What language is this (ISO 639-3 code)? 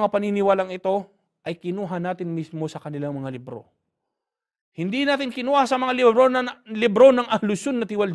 fil